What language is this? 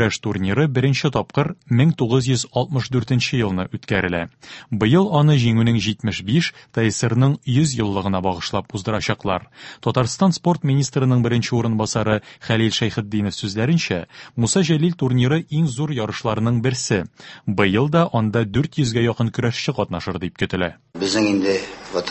Tatar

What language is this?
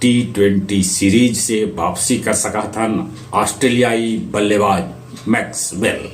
Magahi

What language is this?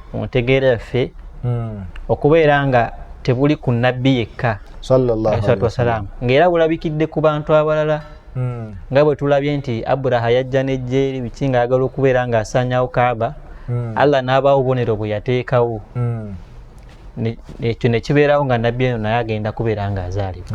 Ganda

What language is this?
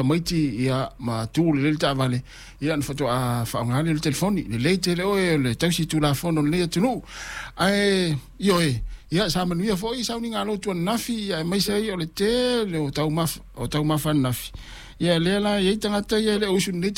Samoan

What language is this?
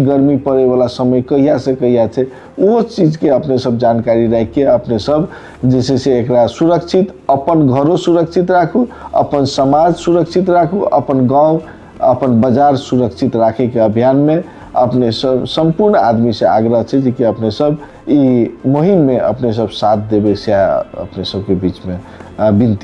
Maithili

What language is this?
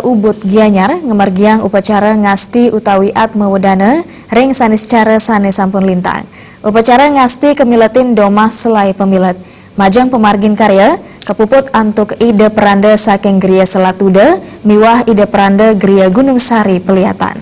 Balinese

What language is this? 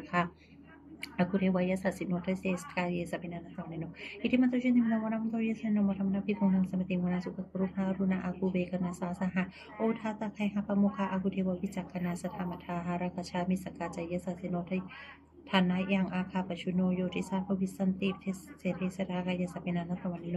Pali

